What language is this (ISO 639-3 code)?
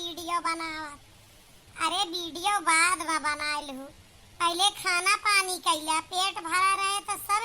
awa